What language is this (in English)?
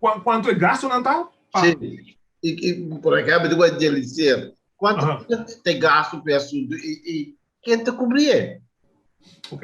Papiamento